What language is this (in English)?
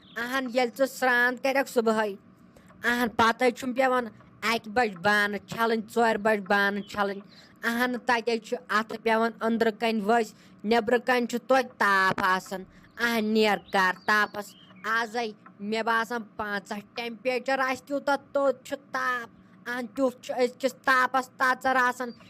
Kashmiri